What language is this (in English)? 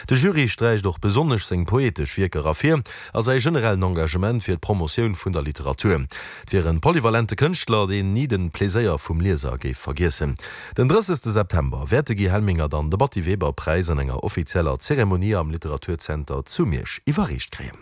Luxembourgish